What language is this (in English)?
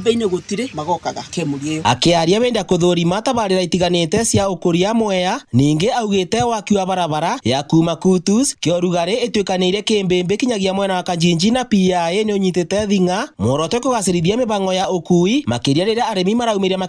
Kikuyu